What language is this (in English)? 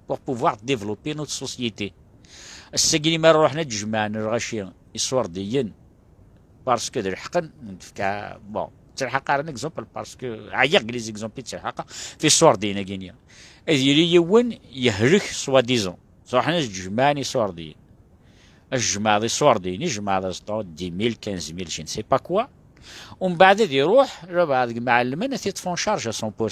Kabyle